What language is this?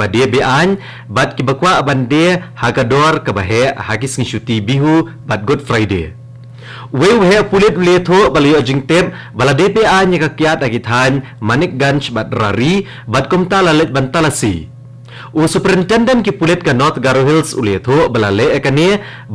Khasi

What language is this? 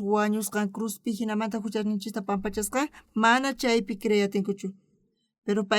South Bolivian Quechua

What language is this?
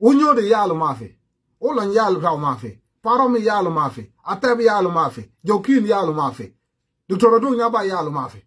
Sudanese Creole Arabic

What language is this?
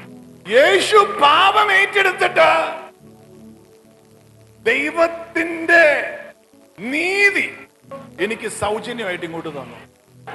Malayalam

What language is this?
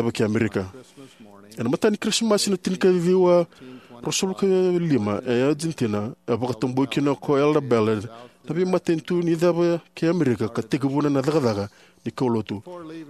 Fijian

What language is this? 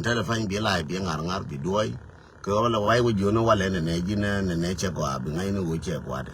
Nuer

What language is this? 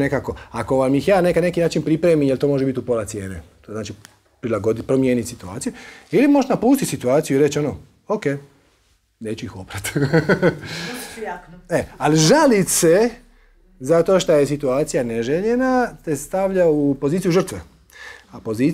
Croatian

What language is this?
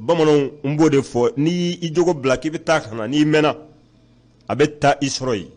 Bambara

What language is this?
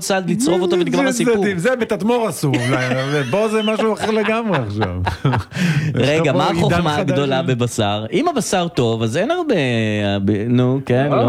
Hebrew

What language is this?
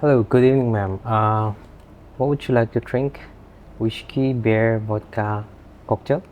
Tangkhul Naga (India)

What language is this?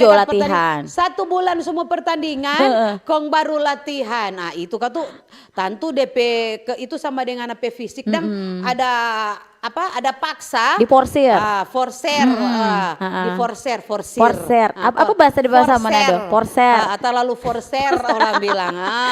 Manado Malay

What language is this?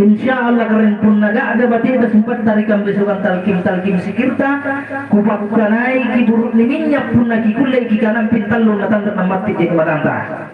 Makasar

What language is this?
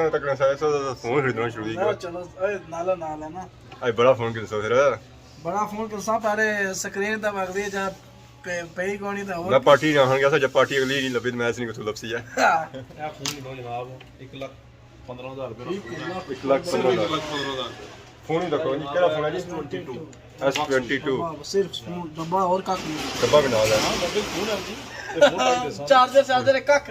Pahari-Potwari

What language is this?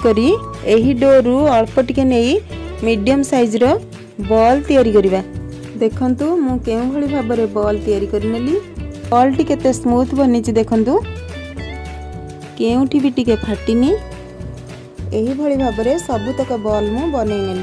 Odia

